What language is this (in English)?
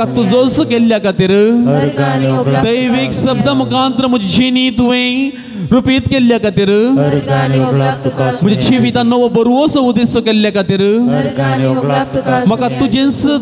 Konkani